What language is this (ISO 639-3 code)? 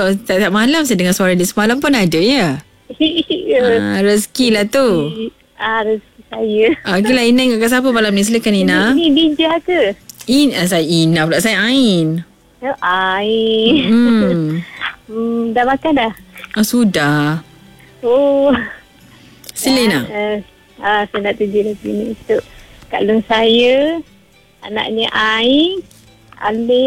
msa